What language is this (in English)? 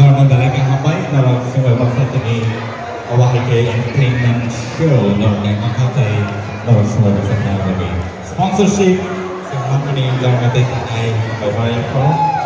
Kok Borok